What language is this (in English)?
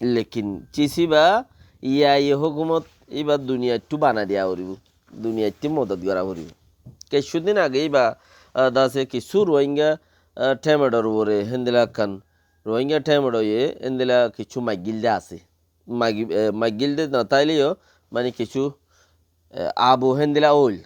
Rohingya